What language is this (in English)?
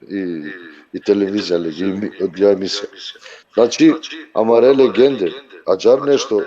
Balkan Romani